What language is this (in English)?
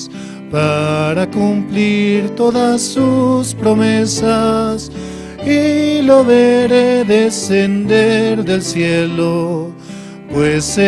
Aymara